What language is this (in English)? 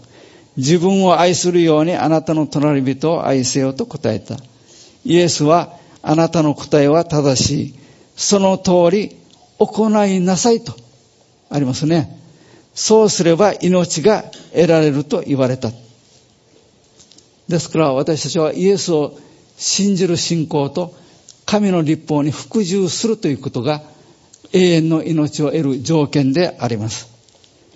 Japanese